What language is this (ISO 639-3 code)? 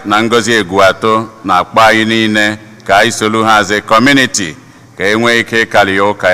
ibo